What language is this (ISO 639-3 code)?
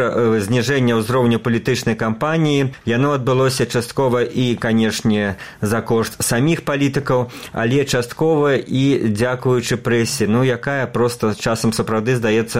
bel